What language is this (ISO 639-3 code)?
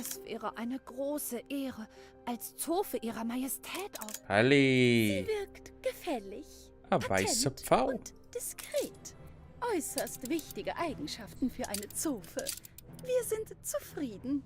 bar